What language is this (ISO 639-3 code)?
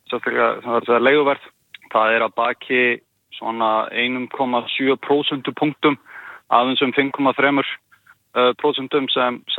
isl